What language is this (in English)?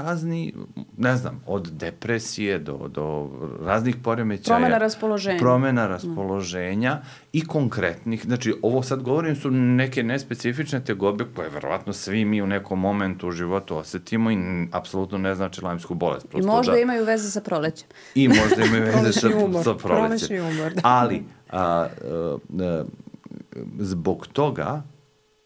Serbian